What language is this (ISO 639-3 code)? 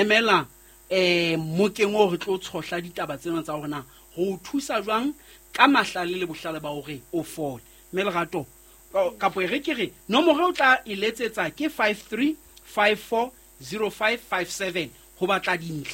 sot